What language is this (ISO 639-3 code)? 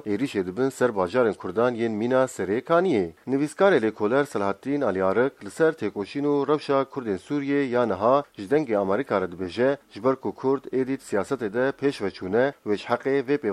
kur